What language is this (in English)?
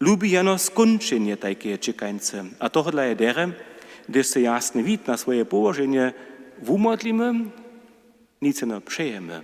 Upper Sorbian